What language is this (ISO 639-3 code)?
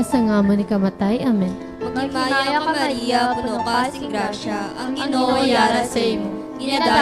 hil